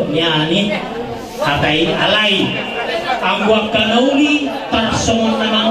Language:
Batak Toba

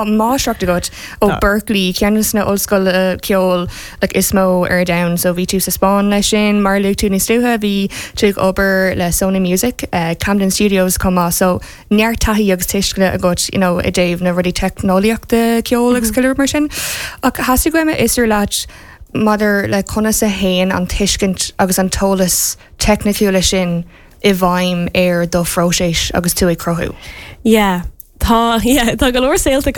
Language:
Irish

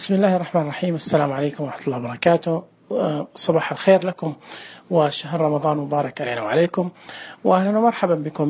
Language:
Najdi Arabic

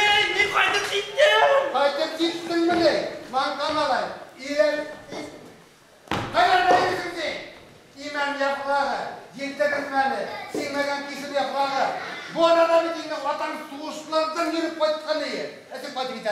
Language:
Bashkir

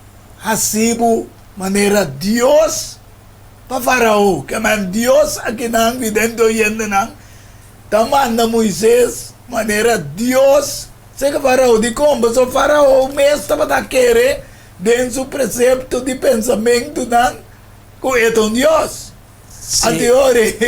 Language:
Papiamento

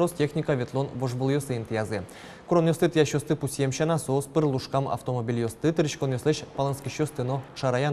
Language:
Udmurt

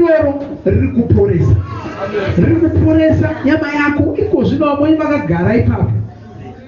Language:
Shona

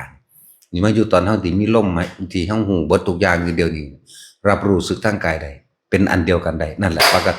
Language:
Northeastern Thai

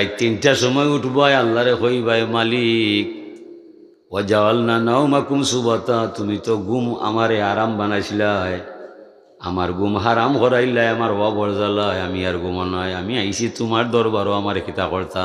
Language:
Sylheti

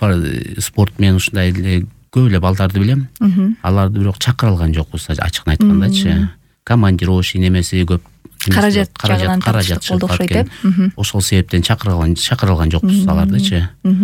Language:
Kyrgyz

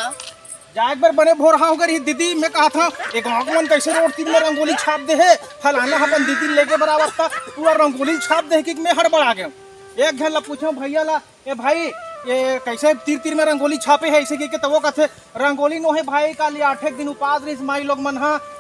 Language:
Chhattisgarhi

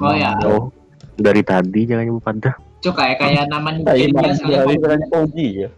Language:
Banjar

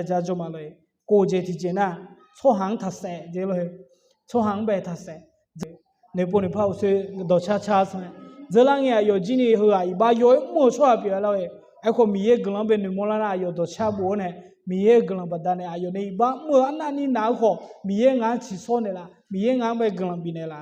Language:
Akha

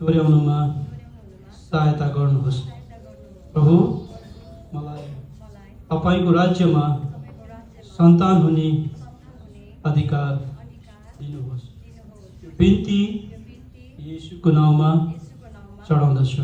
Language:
Nepali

